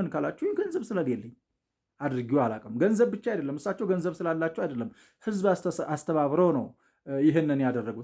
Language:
Amharic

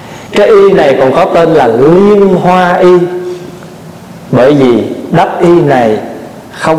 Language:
Vietnamese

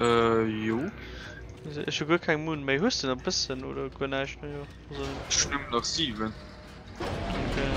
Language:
Luxembourgish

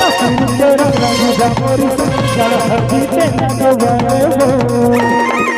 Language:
Chhattisgarhi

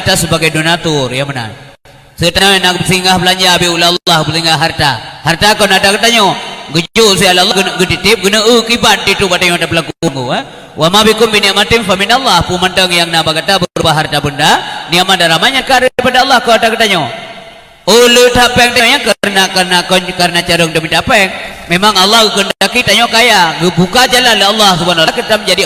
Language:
Achinese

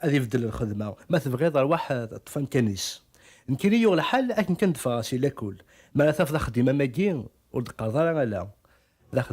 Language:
Kabyle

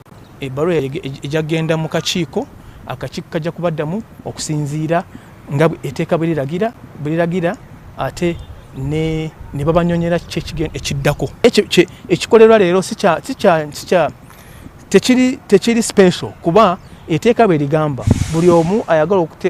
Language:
Soga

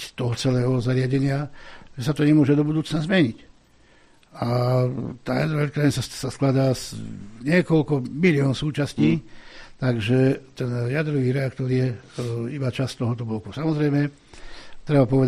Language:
Slovak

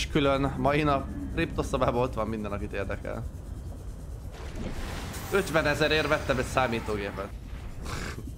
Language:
Hungarian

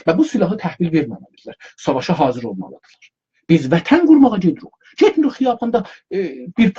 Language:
South Azerbaijani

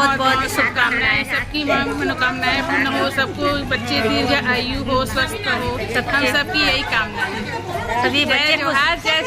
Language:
Chhattisgarhi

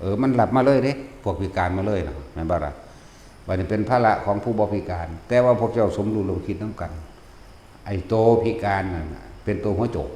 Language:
Northeastern Thai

